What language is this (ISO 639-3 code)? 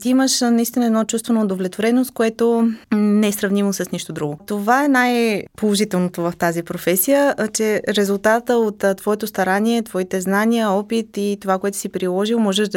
bul